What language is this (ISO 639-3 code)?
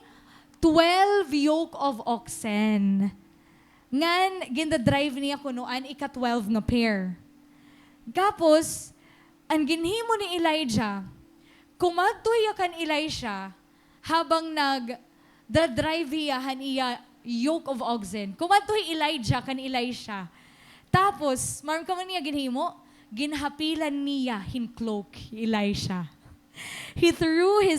war